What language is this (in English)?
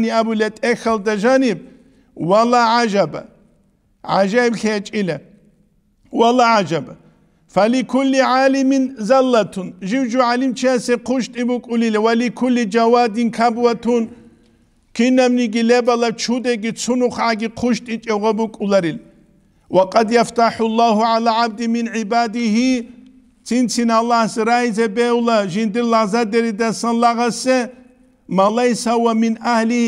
Avaric